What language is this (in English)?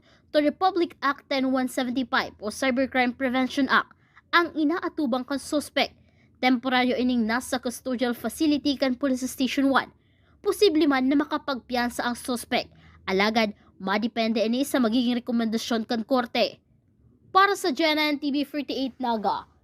Bikol